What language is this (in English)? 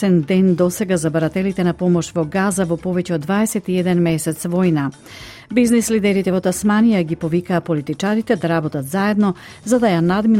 Macedonian